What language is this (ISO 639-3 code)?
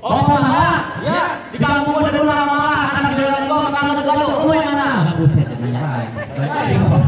bew